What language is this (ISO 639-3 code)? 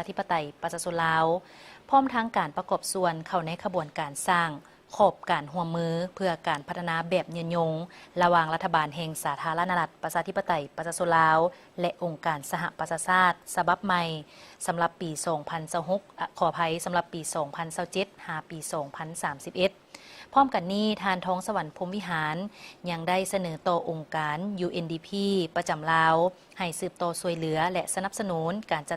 lao